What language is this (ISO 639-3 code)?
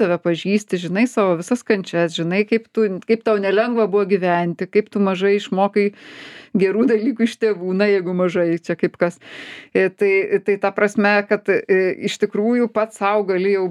lit